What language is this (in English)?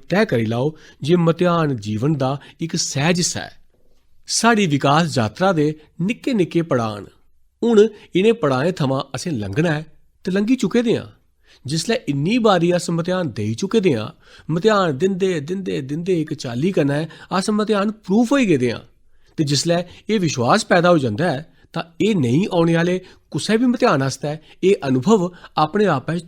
Dogri